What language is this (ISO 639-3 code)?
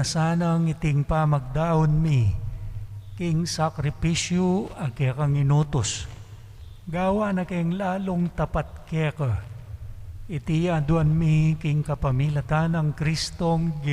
pam